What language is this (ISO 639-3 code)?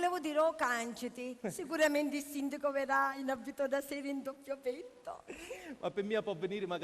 scn